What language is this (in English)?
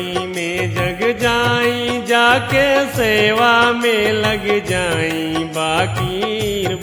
Bhojpuri